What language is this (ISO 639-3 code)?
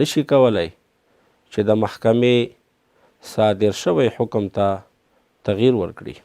pus